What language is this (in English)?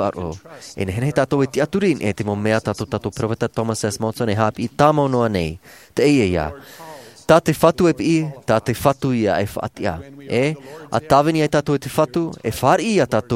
Tahitian